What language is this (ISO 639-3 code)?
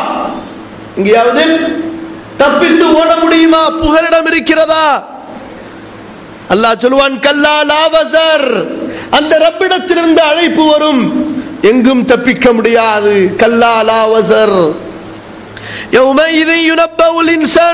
tam